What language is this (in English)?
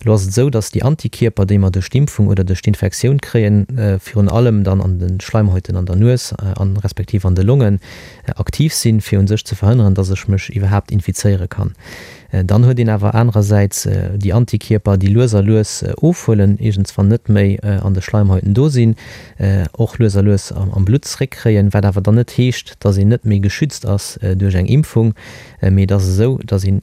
Luxembourgish